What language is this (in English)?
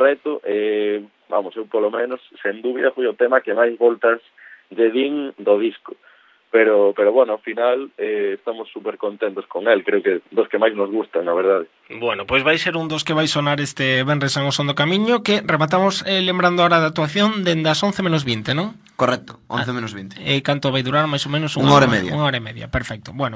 Galician